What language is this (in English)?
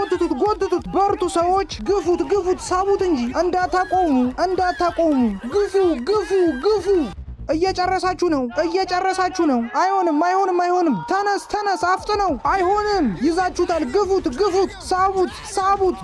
Amharic